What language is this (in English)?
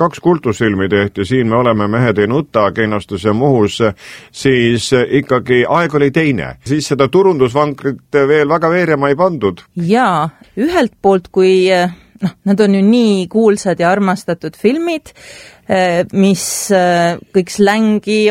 Estonian